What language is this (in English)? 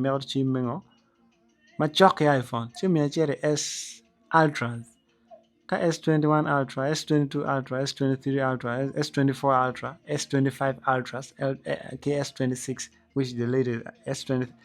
Acoli